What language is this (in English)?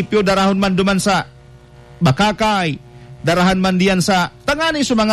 Bikol